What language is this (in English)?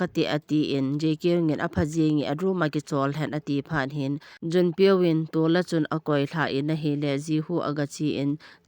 Thado Chin